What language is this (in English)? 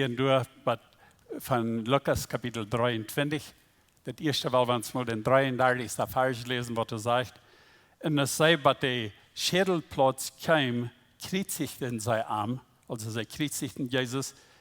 Plautdietsch